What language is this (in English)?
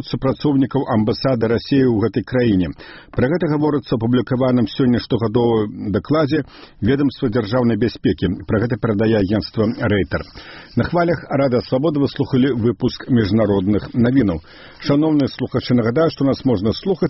Belarusian